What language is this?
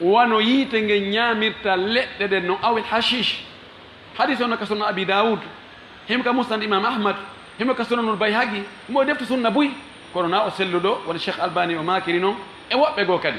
Fula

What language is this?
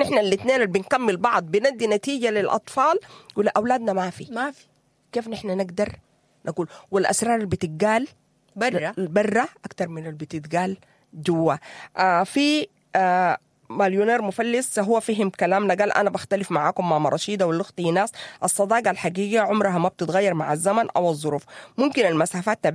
Sudanese Arabic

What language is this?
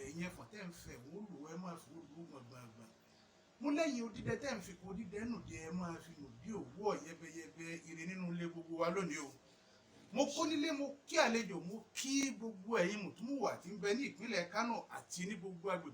Yoruba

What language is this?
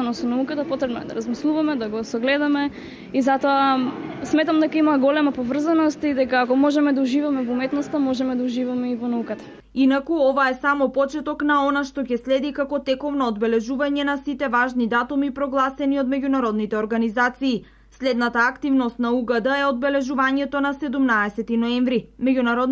Macedonian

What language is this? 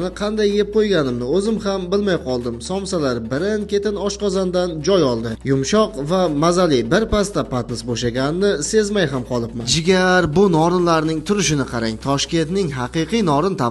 Uzbek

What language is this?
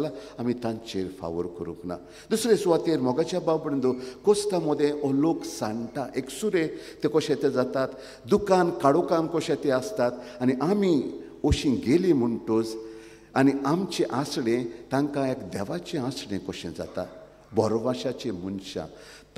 Konkani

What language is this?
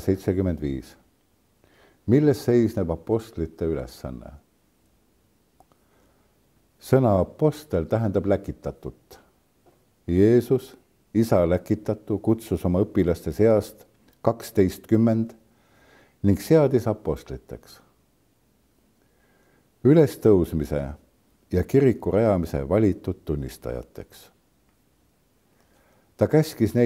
Estonian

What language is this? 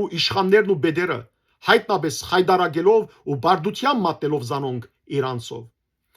Western Armenian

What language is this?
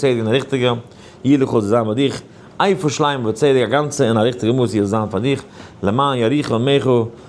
Yiddish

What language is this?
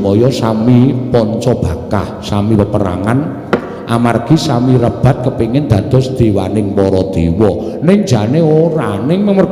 Javanese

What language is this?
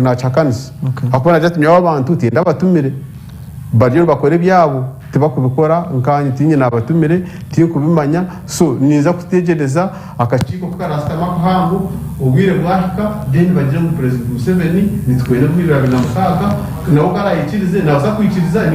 Nyankole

